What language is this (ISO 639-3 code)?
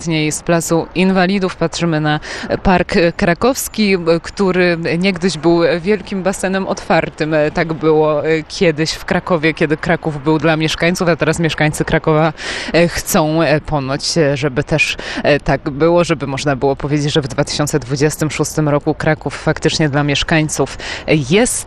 pol